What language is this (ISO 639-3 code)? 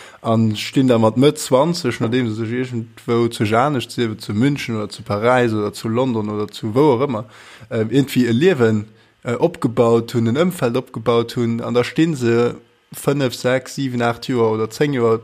ltz